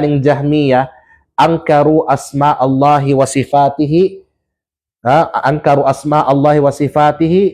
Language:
Kalagan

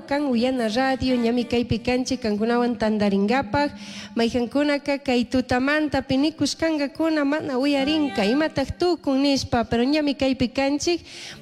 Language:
Chimborazo Highland Quichua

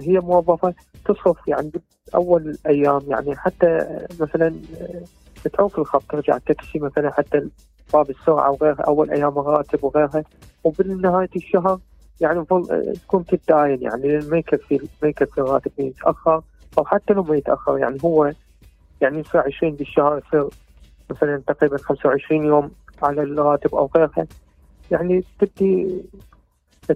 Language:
Mesopotamian Arabic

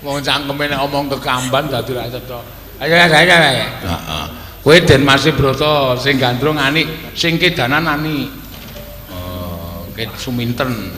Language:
Javanese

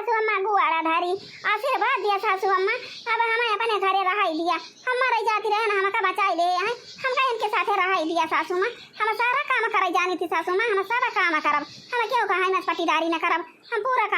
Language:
Awadhi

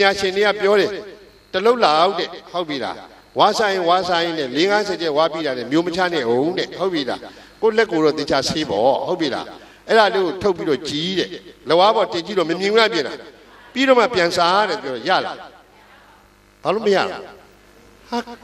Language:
Burmese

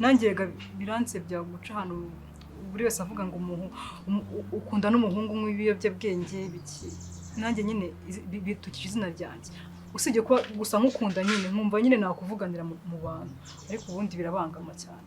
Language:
Kinyarwanda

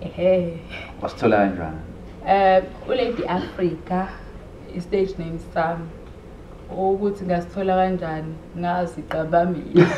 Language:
Zulu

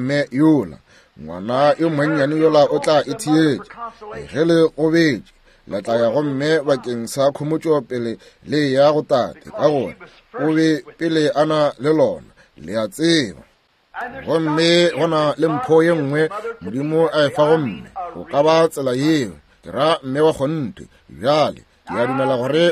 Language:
Northern Sotho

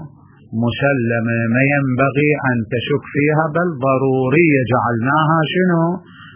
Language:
Mesopotamian Arabic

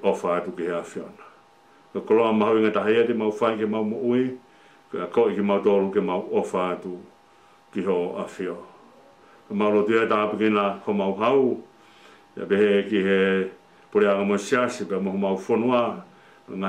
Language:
Tongan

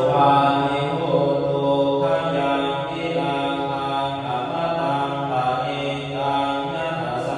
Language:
Pali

